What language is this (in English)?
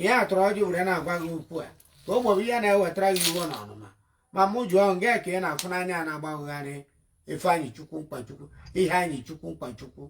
Igbo